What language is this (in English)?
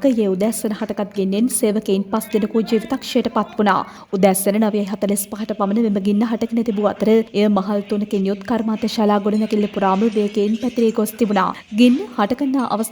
Sinhala